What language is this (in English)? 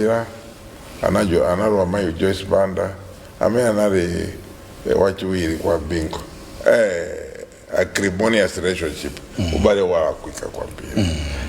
Nyanja